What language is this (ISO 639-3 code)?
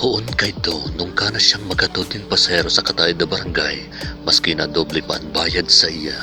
bik